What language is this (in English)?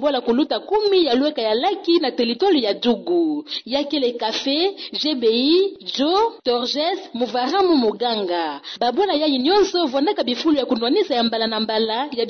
Kituba (Democratic Republic of Congo)